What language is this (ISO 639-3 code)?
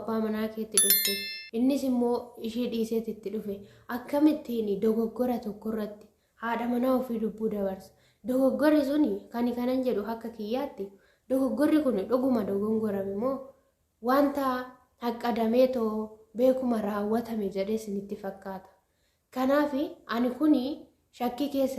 orm